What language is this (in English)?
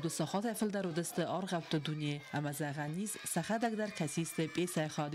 Ossetic